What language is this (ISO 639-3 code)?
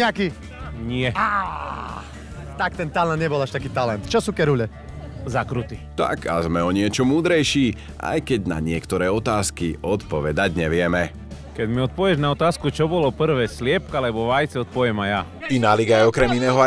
slk